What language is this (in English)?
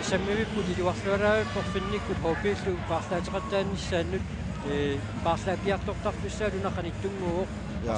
Kalaallisut